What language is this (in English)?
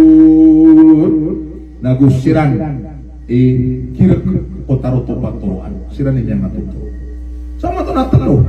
Maranao